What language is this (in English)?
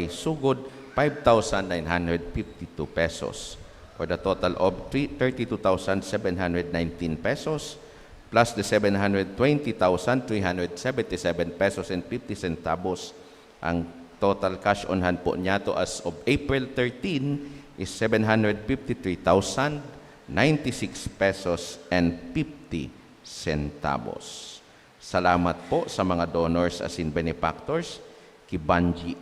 Bikol